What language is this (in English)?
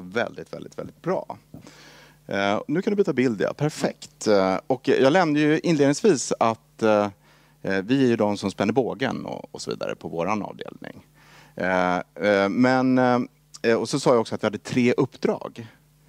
Swedish